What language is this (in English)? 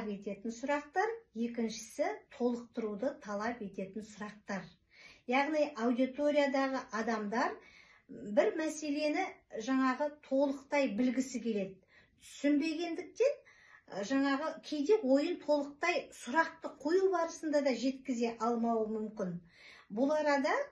Kazakh